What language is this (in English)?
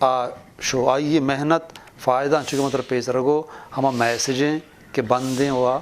Eastern Balochi